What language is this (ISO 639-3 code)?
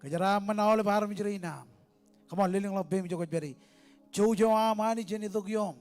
mah